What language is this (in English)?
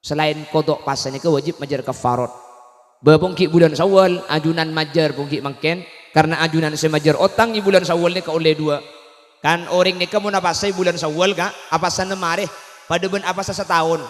Madurese